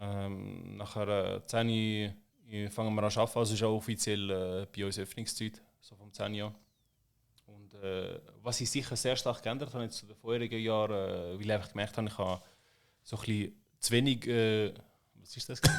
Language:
Swiss German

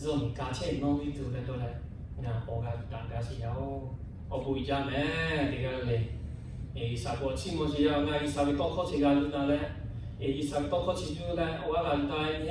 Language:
Lahu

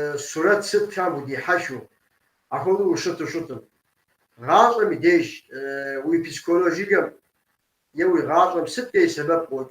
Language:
Kabardian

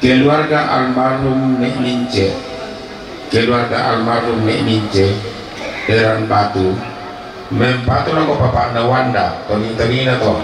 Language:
Toraja-Sa'dan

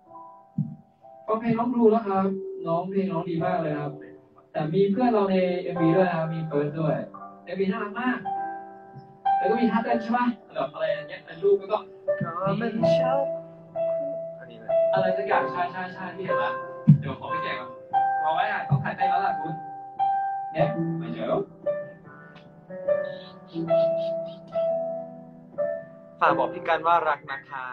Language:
Thai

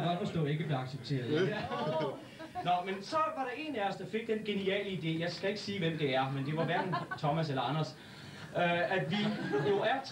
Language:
Danish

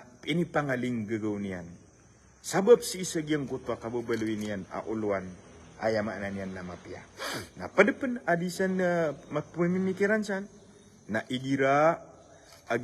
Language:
Maranao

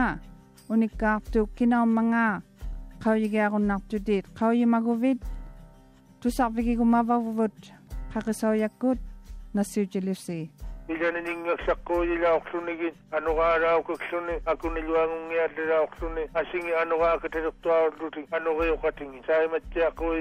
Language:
Māori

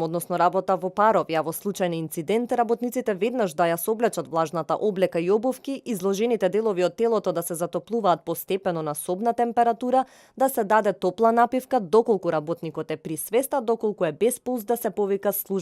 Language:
Macedonian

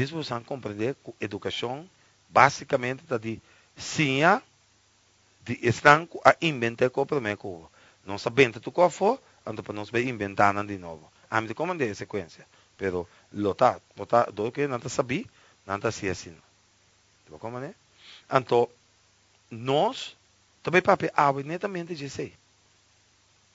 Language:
Portuguese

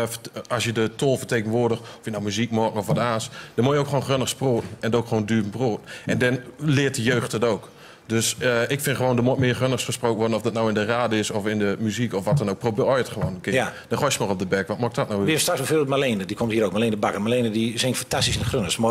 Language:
Gronings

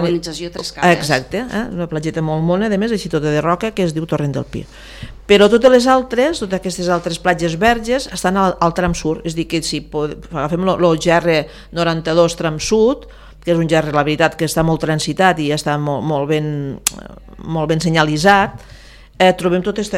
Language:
Catalan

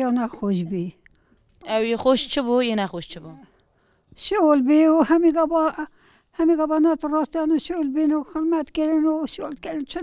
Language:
Kurdish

